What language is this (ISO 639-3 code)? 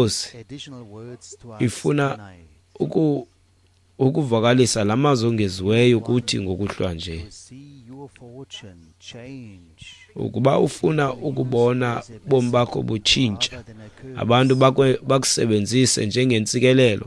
xho